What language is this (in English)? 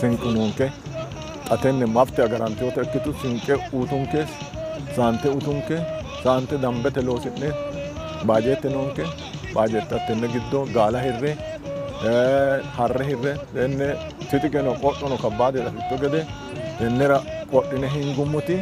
Sidamo